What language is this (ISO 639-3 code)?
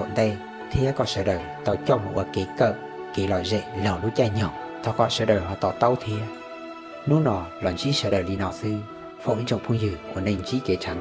hmn